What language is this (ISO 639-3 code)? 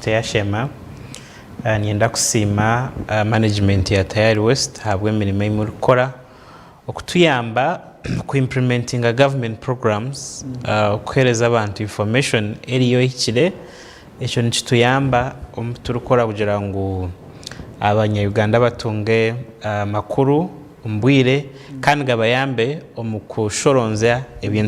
nyn